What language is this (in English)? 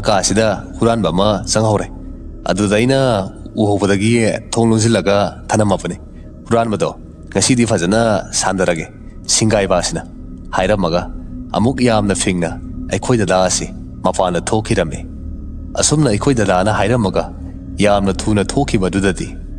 Manipuri